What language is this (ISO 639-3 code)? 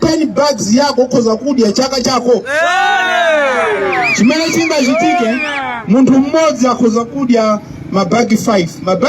nya